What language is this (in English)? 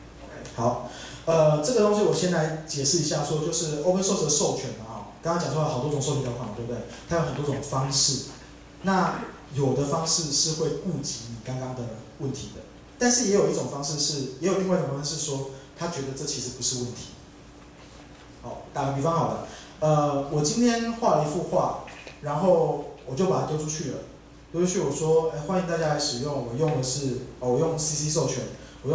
Chinese